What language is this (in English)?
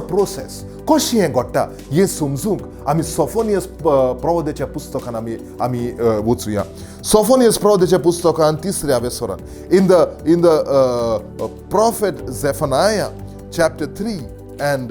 Konkani